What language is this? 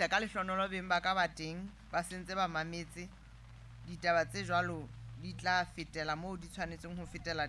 Southern Sotho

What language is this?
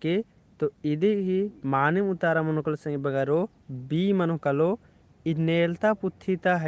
Kurukh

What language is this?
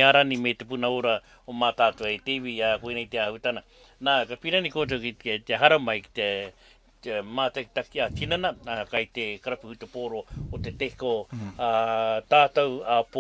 Māori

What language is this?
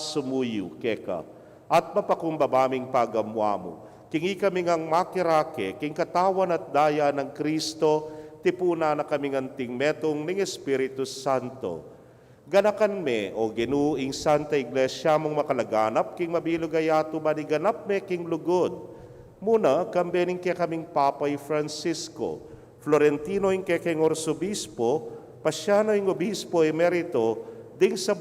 Pampanga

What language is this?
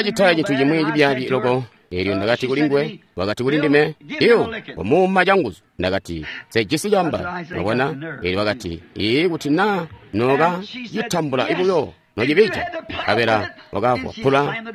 Tonga (Zambia)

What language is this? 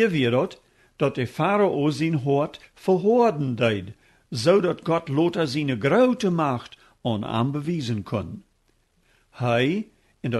Plautdietsch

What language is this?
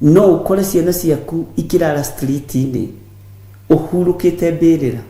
Kikuyu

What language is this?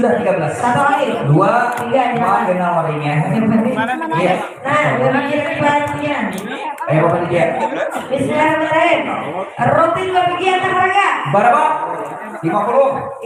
Banjar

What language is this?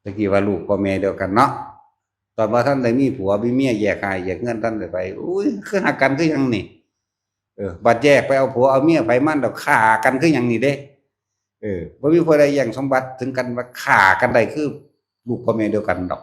Northeastern Thai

